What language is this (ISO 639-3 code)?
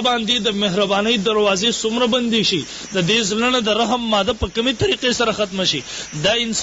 pus